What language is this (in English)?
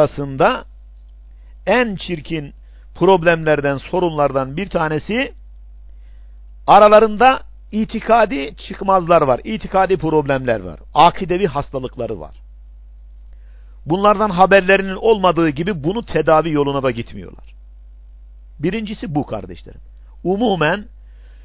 Turkish